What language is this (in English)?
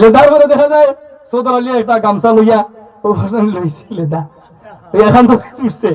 Sylheti